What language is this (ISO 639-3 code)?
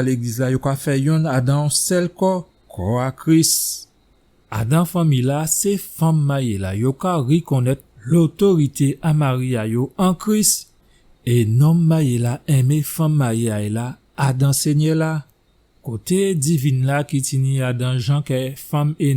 gcf